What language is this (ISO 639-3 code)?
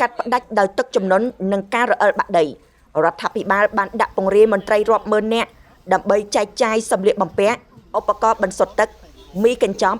khm